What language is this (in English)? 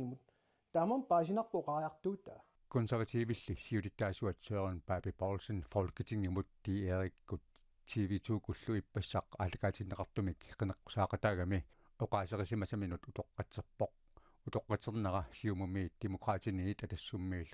Kalaallisut